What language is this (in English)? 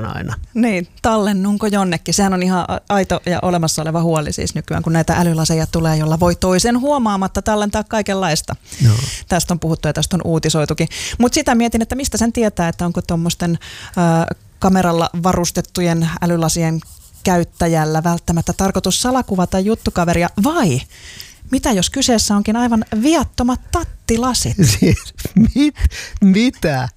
Finnish